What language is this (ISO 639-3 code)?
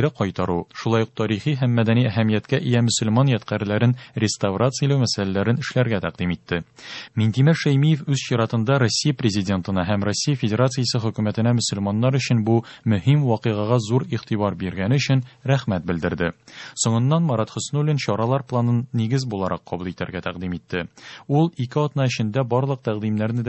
tat